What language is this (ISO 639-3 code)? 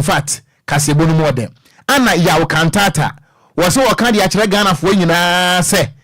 aka